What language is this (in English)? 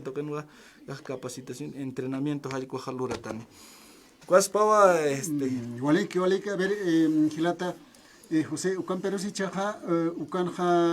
Aymara